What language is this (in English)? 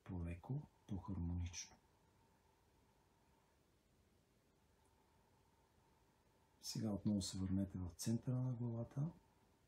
Bulgarian